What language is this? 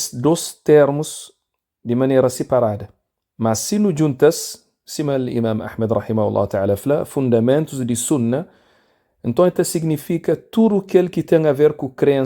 Kabuverdianu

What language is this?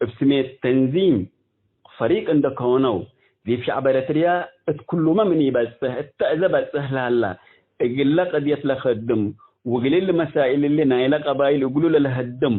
Tigre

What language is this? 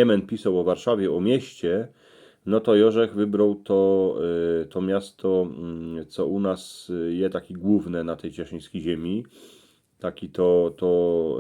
Silesian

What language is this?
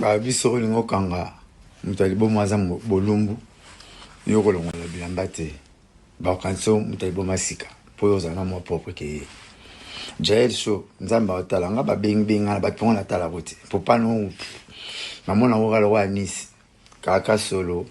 Lingala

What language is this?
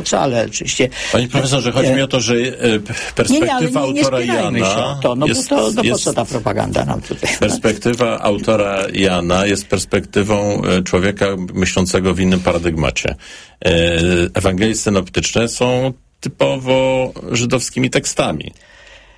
Polish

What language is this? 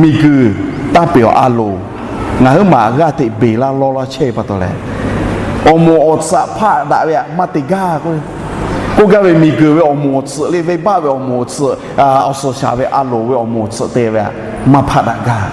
Lahu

